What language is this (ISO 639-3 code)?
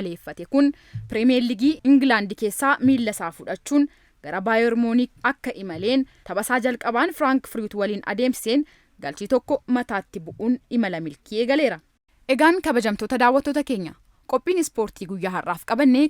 orm